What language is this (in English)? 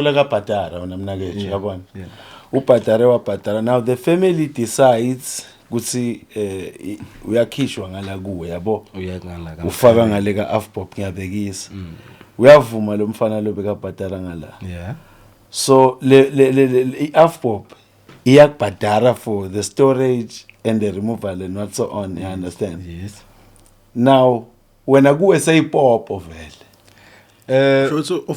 Zulu